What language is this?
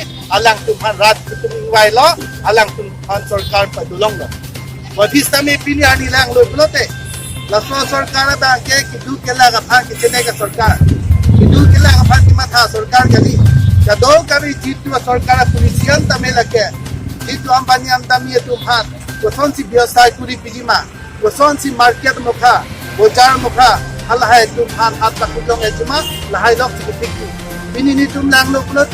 Karbi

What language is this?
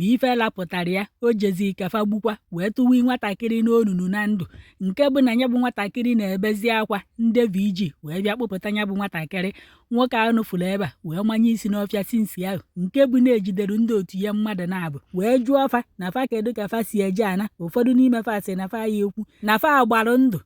Igbo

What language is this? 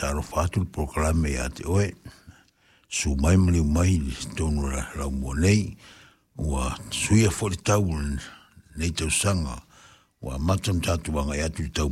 Samoan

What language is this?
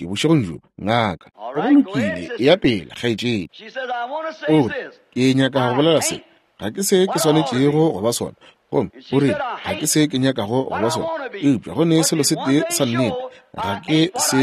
Northern Sotho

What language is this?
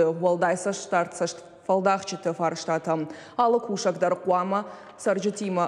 Ossetic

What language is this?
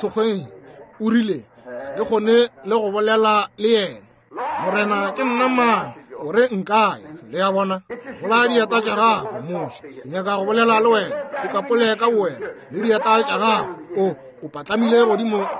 Northern Sotho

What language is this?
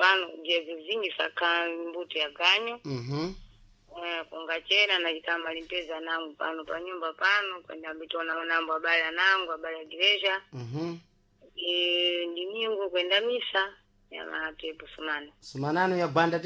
Sena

